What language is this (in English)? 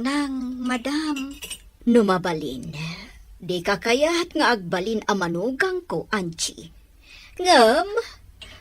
Iloko